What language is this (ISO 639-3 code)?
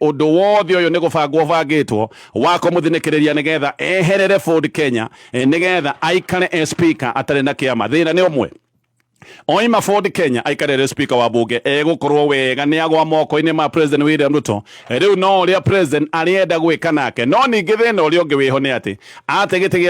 kik